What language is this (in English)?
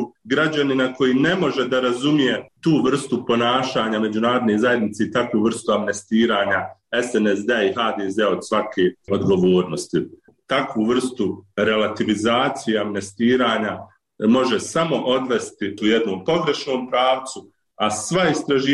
Bosnian